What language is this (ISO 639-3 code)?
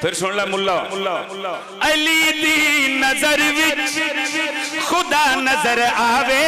phr